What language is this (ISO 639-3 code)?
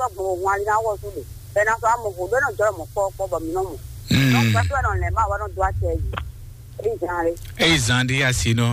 fon